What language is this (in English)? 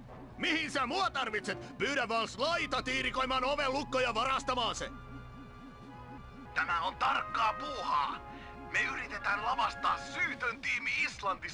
Finnish